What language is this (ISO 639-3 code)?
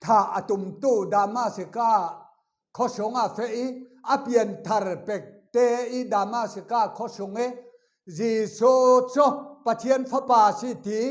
cfm